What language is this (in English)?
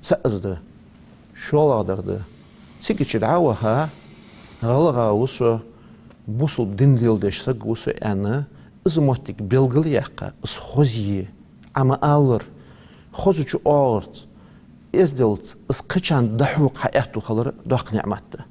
Ingush